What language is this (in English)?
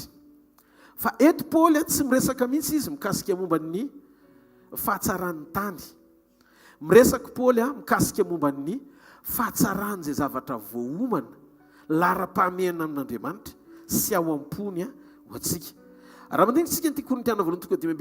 Malagasy